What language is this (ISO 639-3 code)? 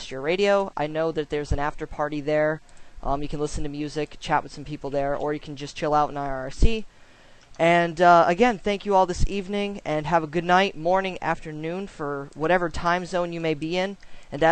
eng